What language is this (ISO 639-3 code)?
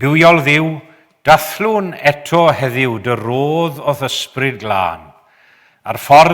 cym